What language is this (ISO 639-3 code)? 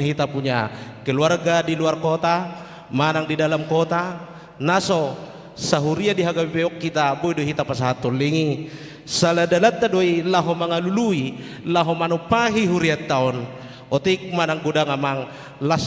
bbc